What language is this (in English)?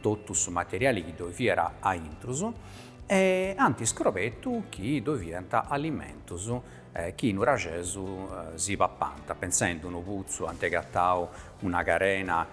Sardinian